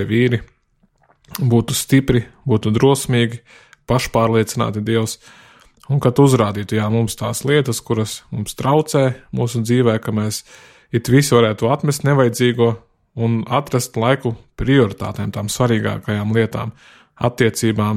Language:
Latvian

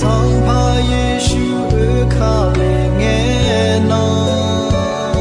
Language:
Akha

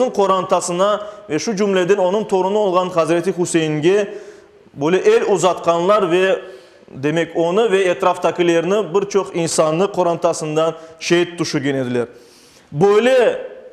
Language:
Crimean Tatar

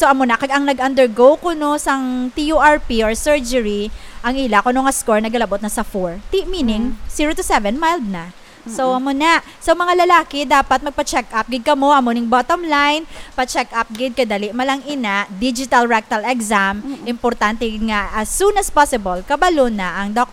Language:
Hiligaynon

